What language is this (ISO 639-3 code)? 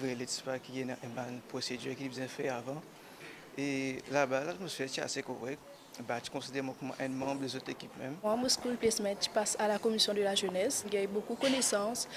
mfe